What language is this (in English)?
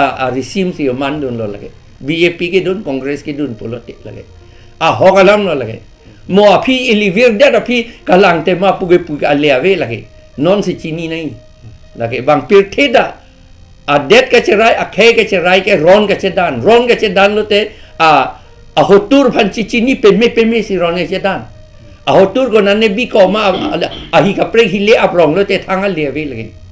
Karbi